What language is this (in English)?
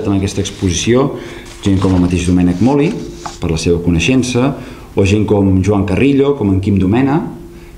Catalan